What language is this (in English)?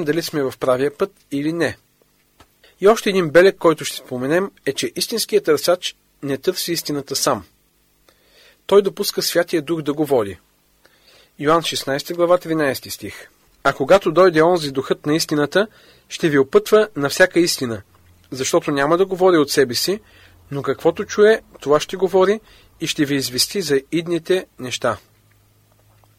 Bulgarian